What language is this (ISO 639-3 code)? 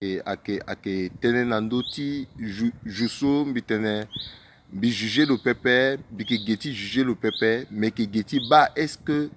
sag